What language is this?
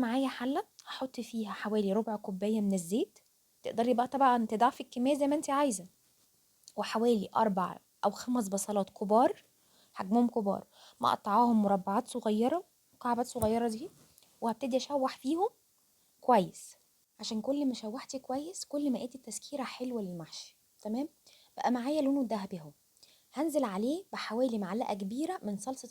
Egyptian Arabic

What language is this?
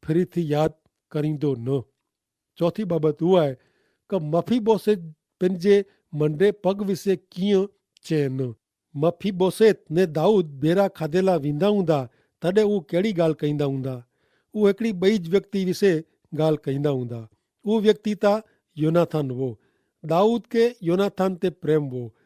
Kachhi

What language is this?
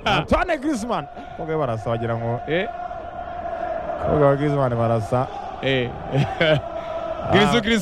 Kinyarwanda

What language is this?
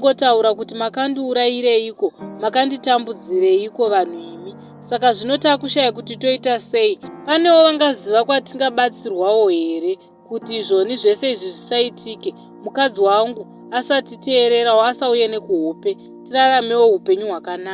Shona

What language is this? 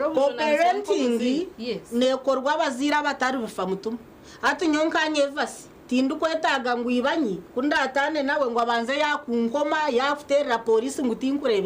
Nyankole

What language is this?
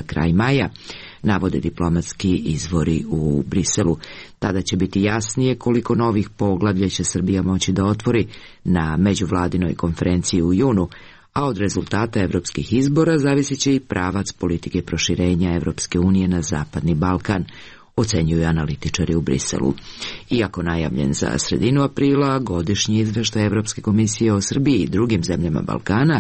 Serbian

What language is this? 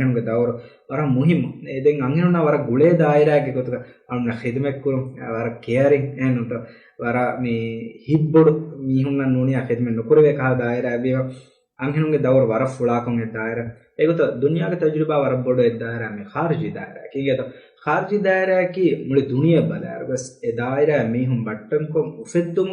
Divehi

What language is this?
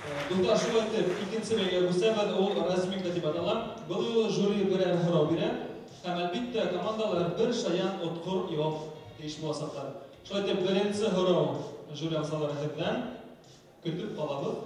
Bashkir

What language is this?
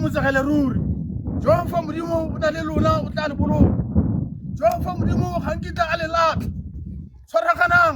Tswana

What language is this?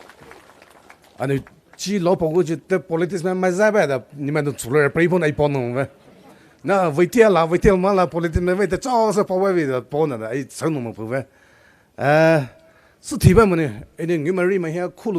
Poumei Naga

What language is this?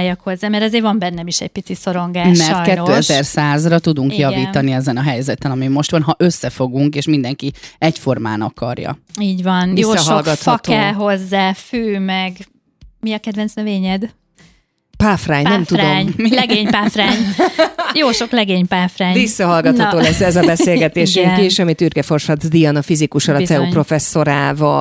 Hungarian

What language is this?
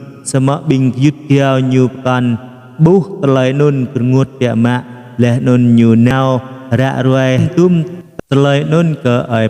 Jarai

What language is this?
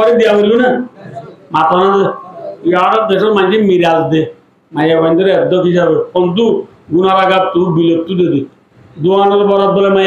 Rohingya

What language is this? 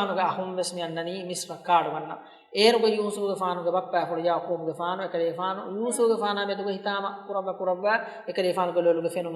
Divehi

